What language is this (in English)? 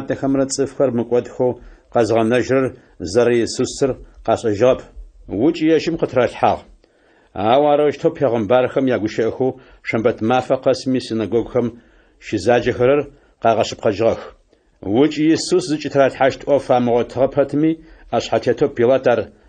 Adyghe